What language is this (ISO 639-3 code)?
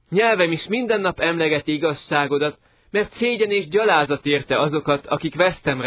hun